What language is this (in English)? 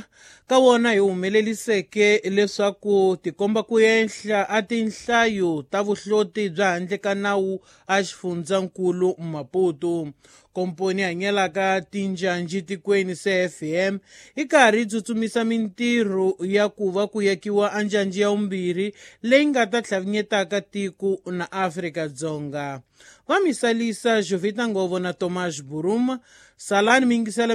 Tsonga